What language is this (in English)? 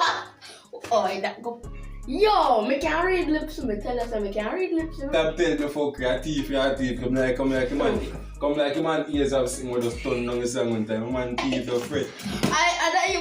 Jamaican Creole English